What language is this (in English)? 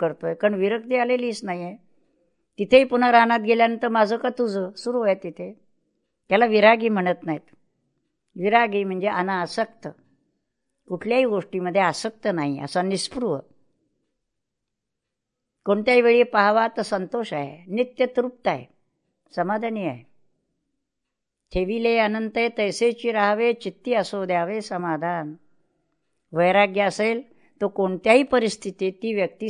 Marathi